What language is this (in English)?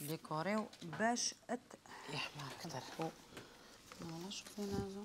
Algerian Arabic